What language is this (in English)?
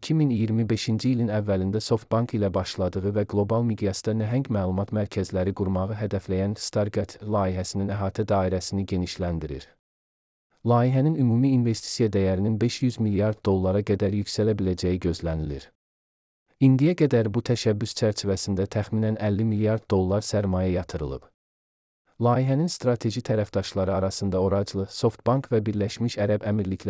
Azerbaijani